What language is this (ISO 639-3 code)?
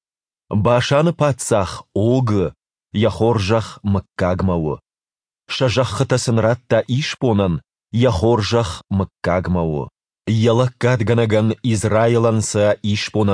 oss